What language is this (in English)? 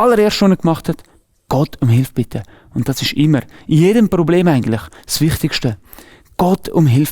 Swiss German